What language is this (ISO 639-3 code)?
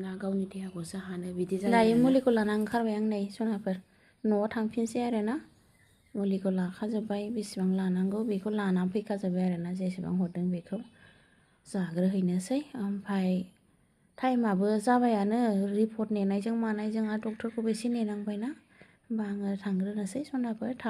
brx